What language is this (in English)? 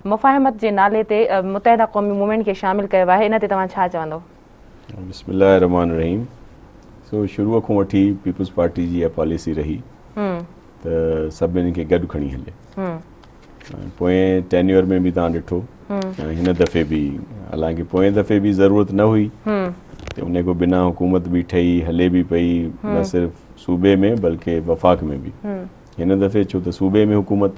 Sindhi